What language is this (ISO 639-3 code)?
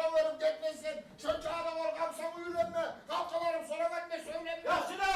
kum